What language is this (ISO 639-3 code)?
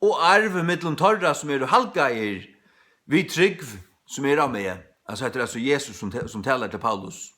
fao